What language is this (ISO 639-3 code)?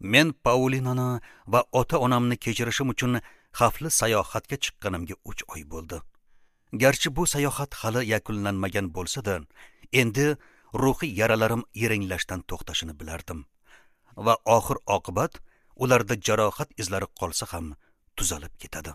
uzb